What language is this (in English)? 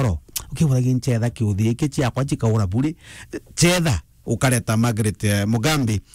Meru